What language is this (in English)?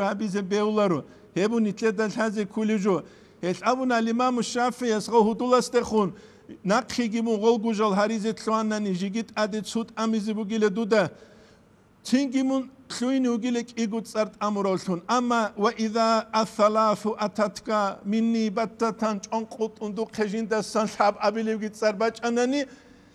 Avaric